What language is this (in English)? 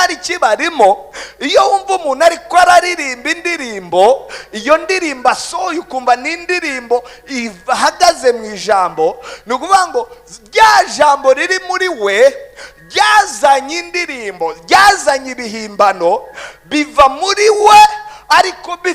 Rundi